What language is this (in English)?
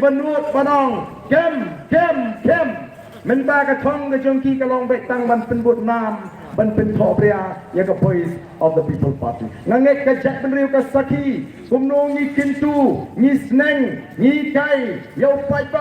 Khasi